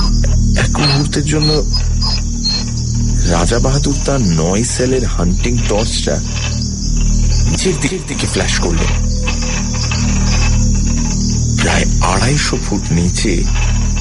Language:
Bangla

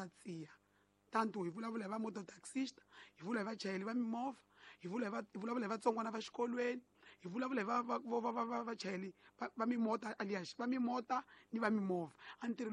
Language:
Tsonga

